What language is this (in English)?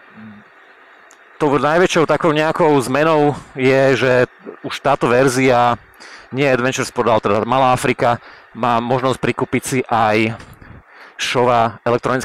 Slovak